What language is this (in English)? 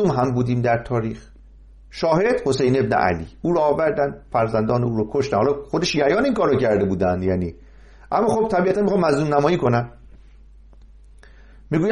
Persian